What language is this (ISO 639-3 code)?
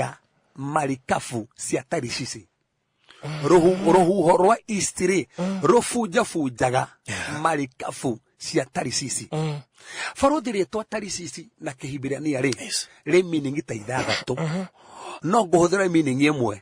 kik